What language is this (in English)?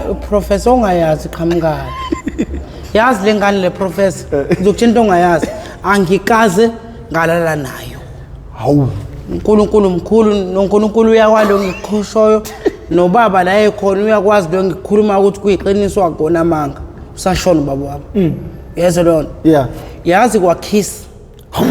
Zulu